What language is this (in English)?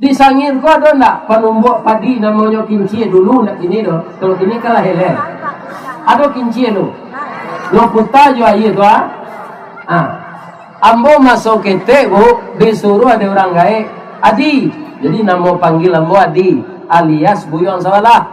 Minangkabau